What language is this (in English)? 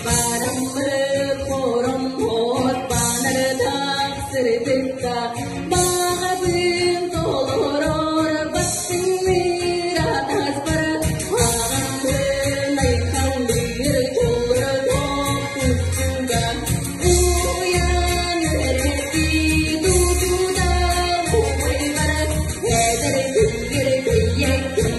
Yakut